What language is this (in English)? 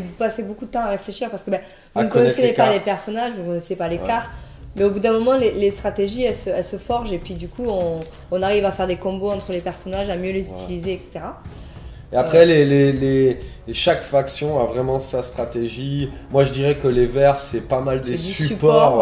French